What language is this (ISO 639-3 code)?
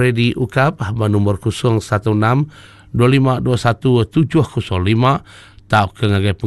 iba